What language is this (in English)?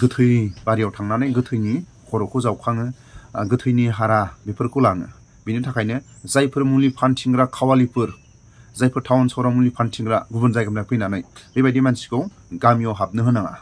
Bodo